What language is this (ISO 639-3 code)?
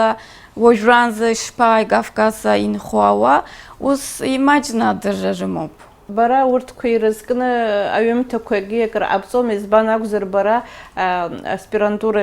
abk